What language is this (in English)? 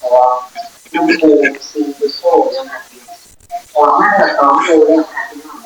Northeastern Thai